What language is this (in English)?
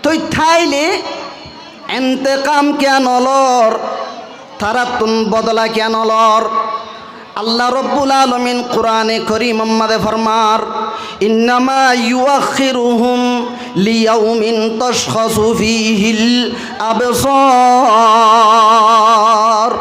Rohingya